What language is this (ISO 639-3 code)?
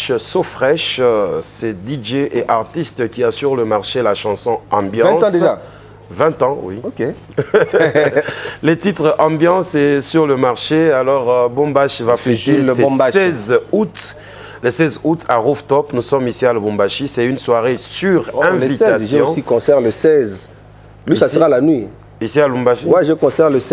fra